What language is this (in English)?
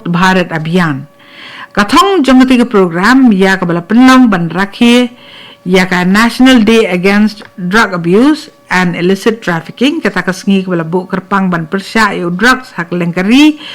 Khasi